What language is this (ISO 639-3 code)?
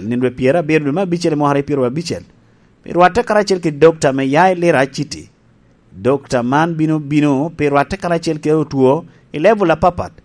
laj